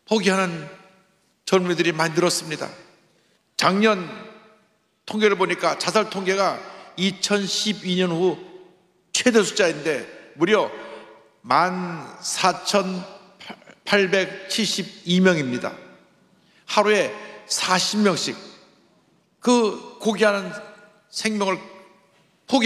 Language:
Korean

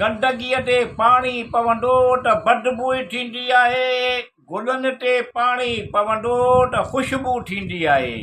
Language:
Sindhi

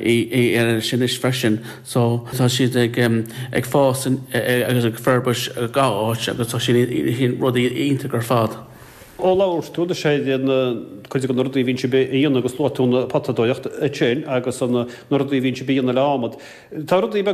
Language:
Irish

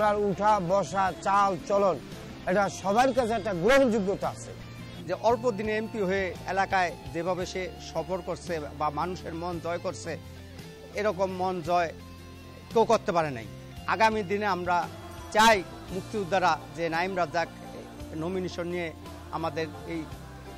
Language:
Bangla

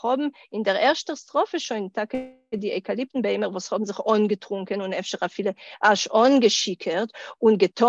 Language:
Yiddish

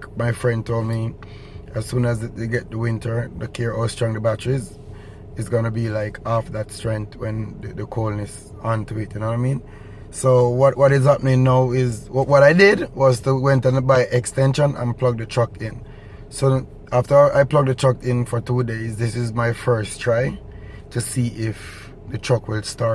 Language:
Jamaican Creole English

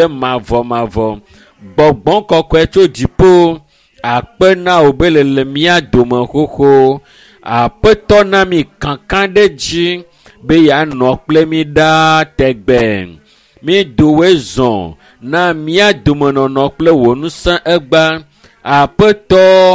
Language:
Ewe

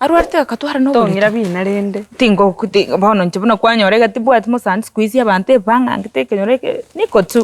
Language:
Gusii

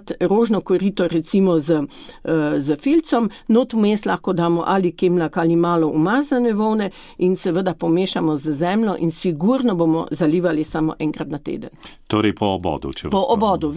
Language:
Slovenian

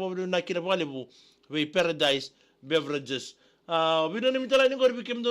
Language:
Fijian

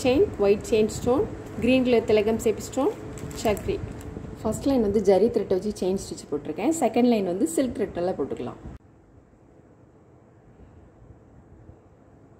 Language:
Tamil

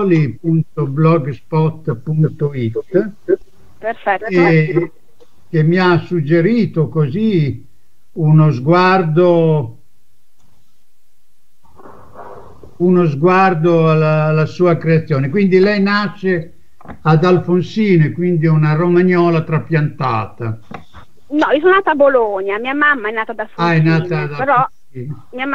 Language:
Italian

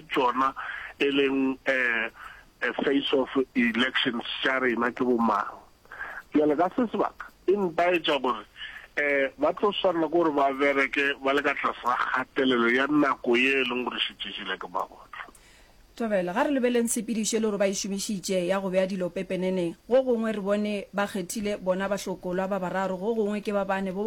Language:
Northern Sotho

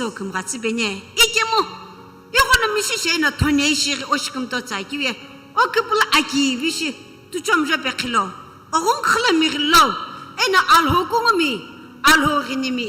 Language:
Sumi Naga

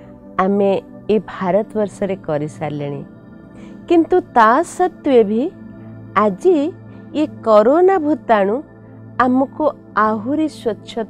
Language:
Odia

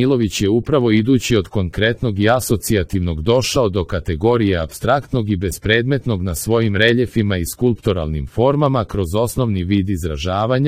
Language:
Serbian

